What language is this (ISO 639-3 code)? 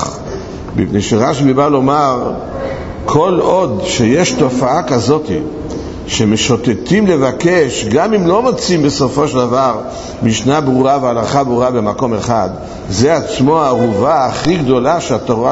heb